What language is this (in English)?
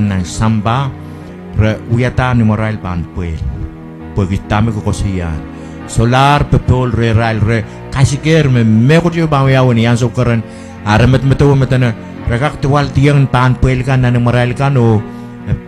Pohnpeian